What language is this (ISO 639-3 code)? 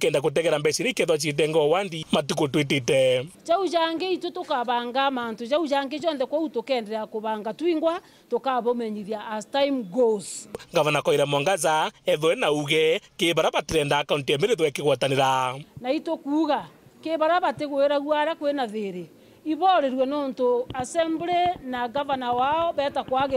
mer